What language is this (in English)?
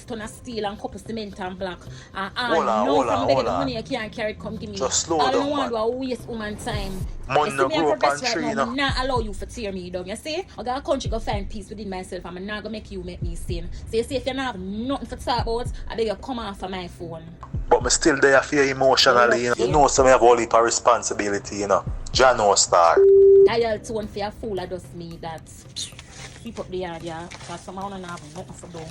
Jamaican Creole English